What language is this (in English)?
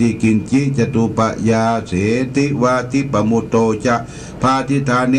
Pali